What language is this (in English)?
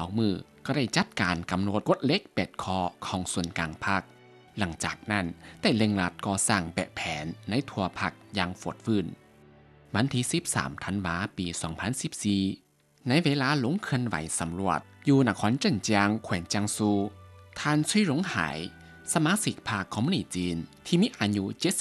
Lao